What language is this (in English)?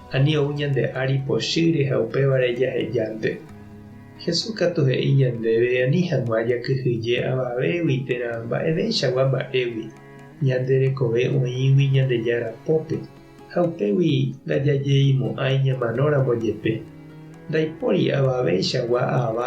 Guarani